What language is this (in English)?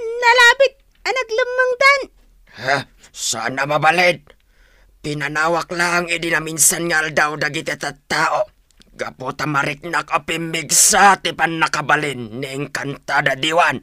Iloko